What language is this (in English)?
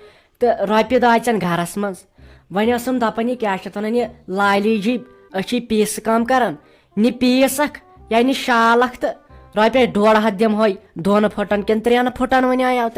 Kashmiri